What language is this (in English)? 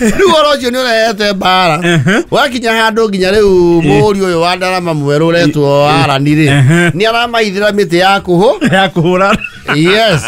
Kikuyu